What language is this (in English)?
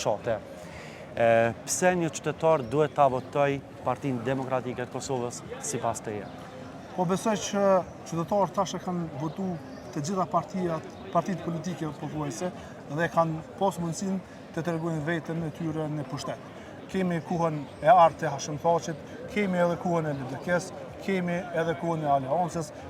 Albanian